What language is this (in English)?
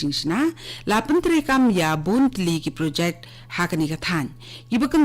Khasi